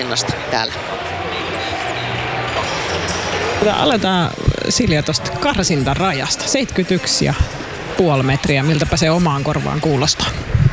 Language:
Finnish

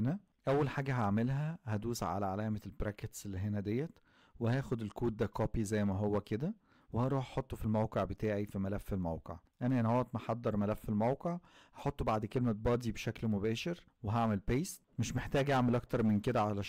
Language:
Egyptian Arabic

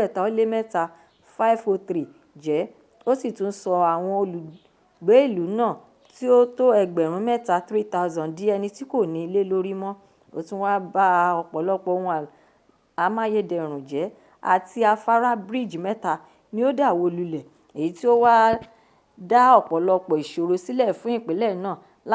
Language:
Yoruba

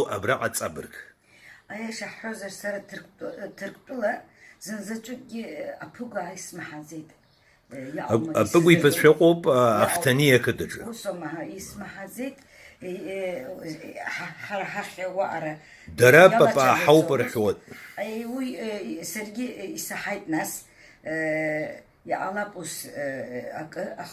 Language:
Abkhazian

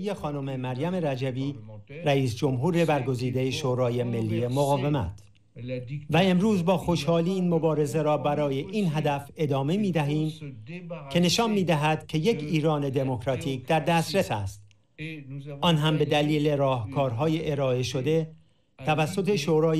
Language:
Persian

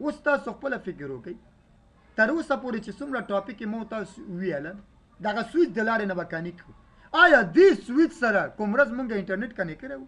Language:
Pashto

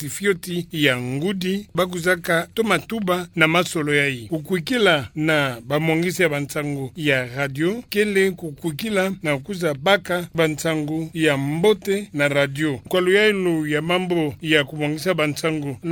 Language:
Kituba (Democratic Republic of Congo)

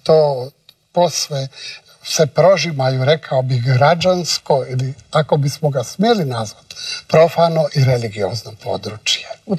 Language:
Croatian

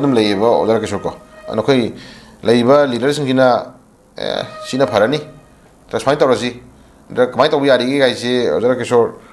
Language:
Manipuri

